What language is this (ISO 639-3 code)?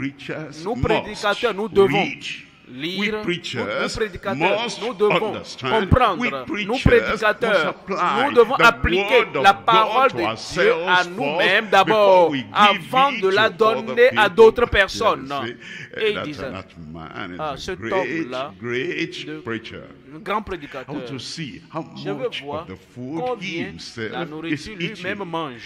fra